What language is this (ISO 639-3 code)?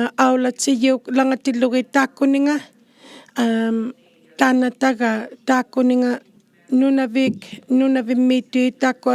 iku